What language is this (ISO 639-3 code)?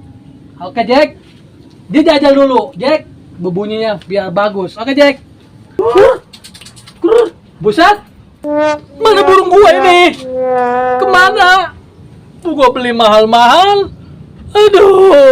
bew